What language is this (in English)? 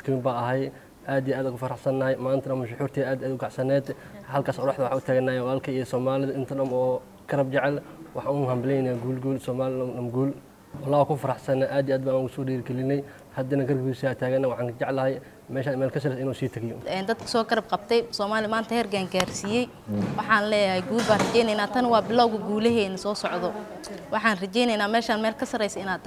Somali